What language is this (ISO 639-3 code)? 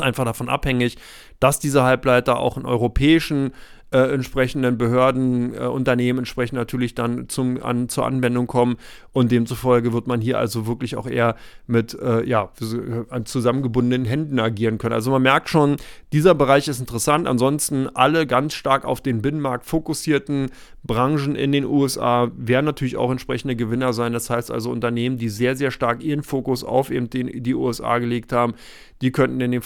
deu